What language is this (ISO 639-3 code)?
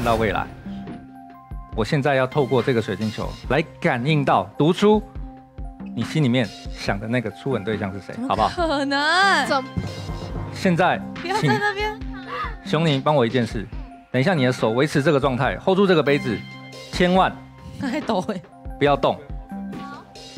zho